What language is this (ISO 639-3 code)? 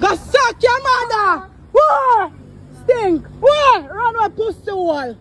jam